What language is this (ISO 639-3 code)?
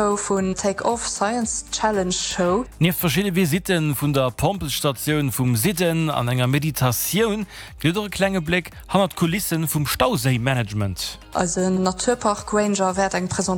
ltz